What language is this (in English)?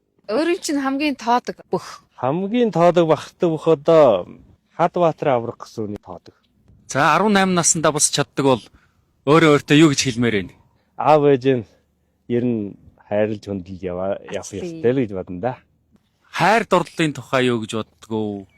Mongolian